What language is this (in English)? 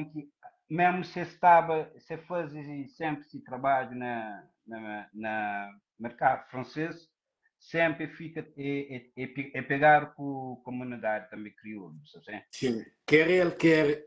Kabuverdianu